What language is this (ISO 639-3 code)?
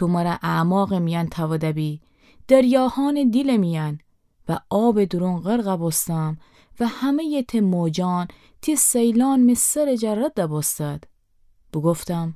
glk